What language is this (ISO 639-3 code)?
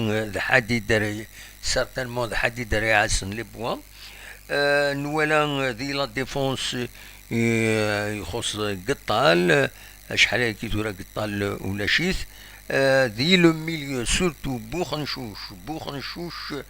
kab